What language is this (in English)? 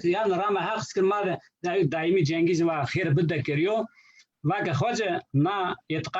Zaza